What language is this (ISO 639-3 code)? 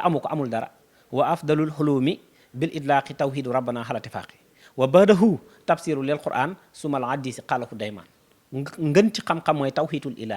wol